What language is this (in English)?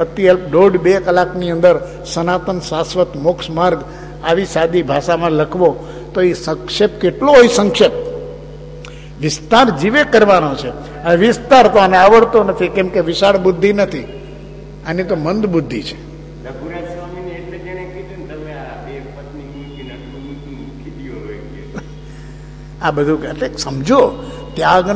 Gujarati